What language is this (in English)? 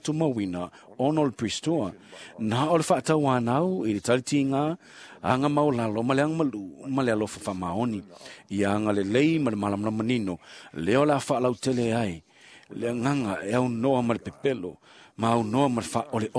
Samoan